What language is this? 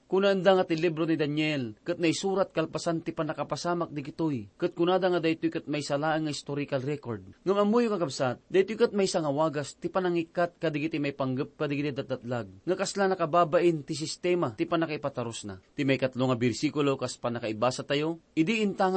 Iloko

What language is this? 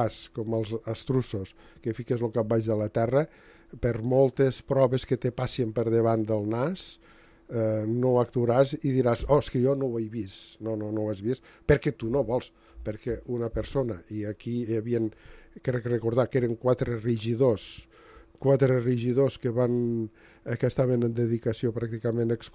Catalan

